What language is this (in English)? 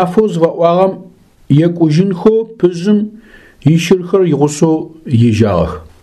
Adyghe